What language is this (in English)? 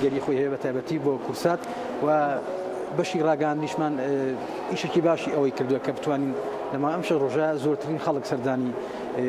Central Kurdish